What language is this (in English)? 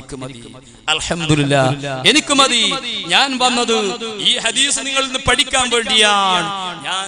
Malayalam